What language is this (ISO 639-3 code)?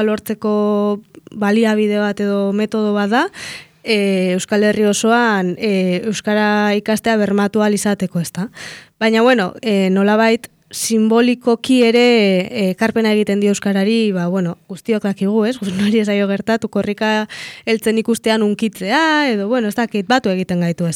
eus